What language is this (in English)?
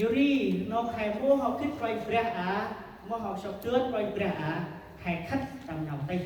Central Mnong